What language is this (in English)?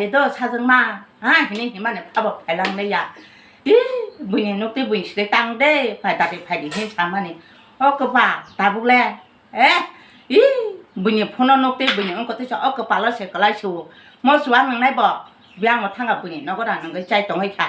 Kok Borok